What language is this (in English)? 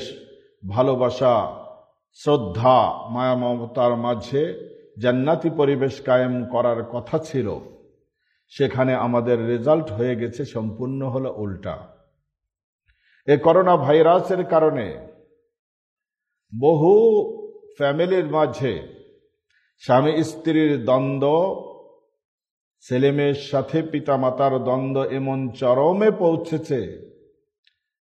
Bangla